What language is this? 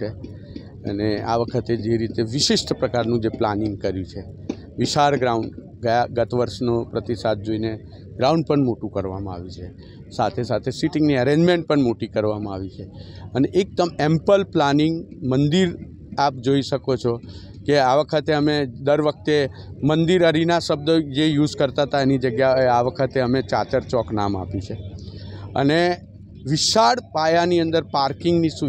Gujarati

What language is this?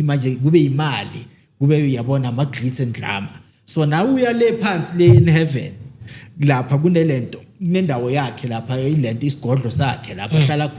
Zulu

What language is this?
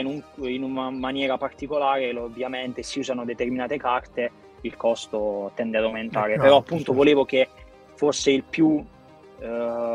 Italian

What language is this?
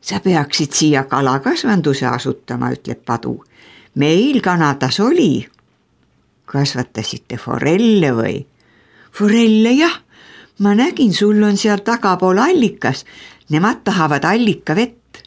Estonian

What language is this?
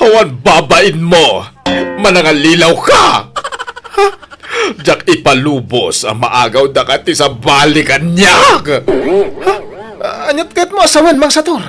Iloko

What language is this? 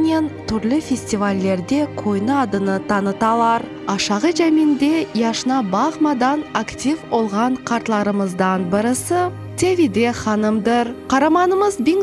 Crimean Tatar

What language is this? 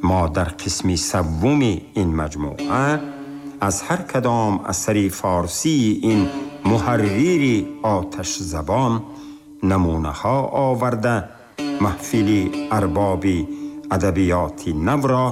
Tajik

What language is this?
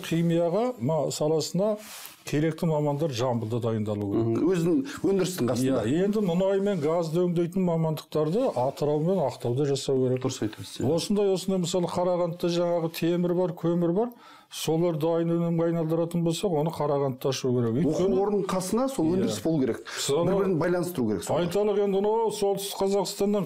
Kazakh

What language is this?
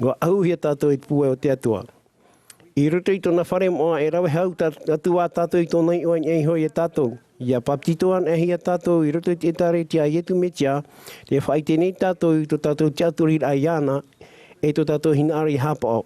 Tahitian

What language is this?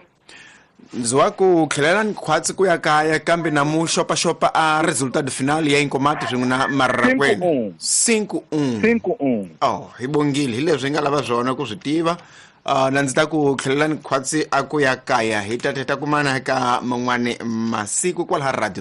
Tsonga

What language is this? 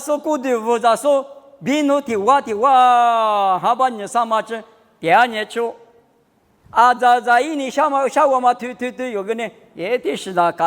Lisu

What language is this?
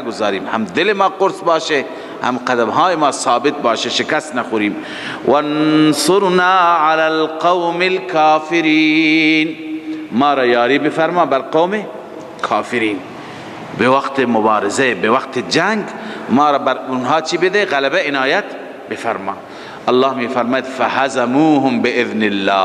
Persian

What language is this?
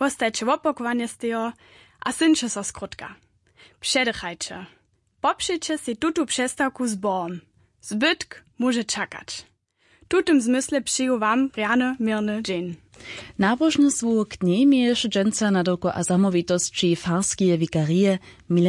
Upper Sorbian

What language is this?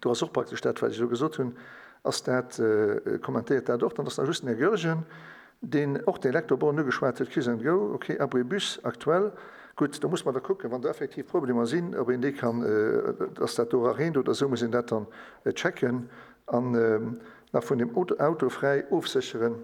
Luxembourgish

